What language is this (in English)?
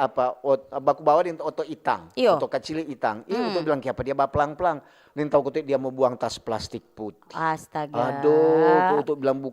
Manado Malay